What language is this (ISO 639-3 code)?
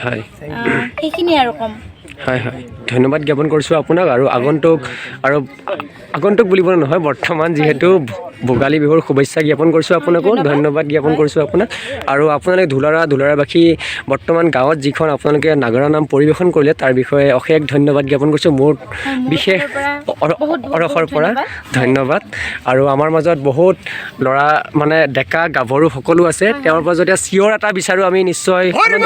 asm